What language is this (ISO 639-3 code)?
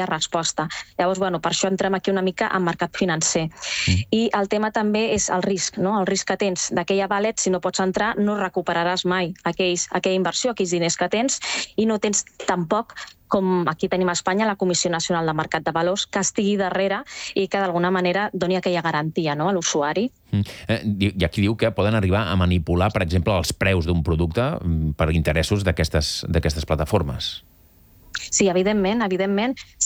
cat